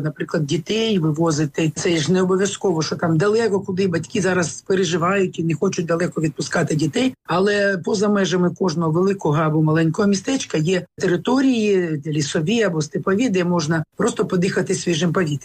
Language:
Ukrainian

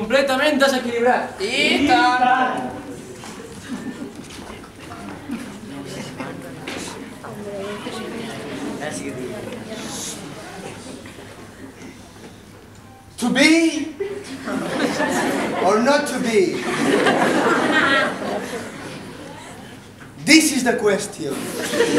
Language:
Catalan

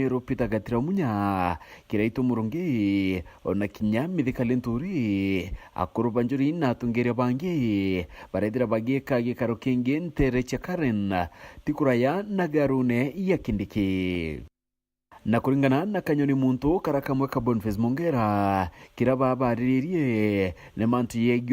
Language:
Meru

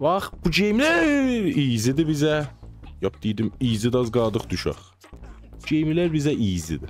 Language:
South Azerbaijani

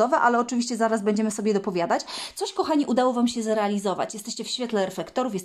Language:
Polish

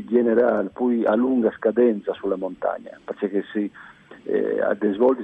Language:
Friulian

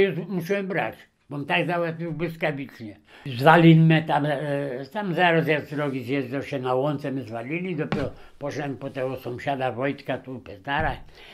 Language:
Polish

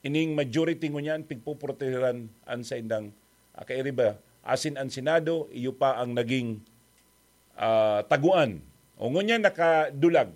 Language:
Bikol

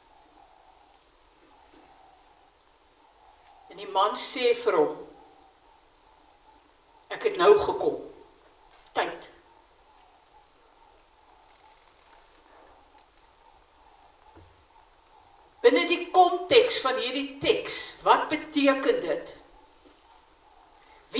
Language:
Afrikaans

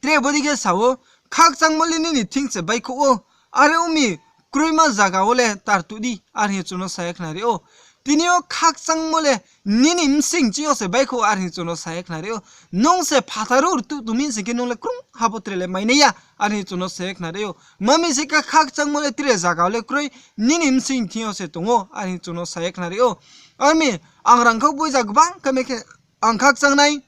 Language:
Riang (India)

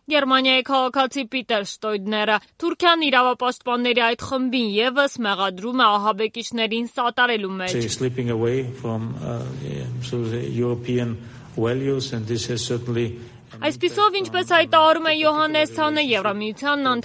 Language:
Armenian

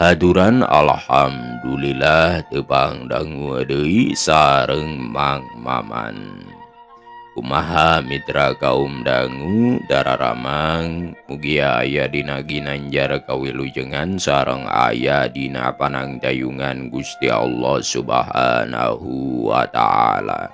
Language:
Sundanese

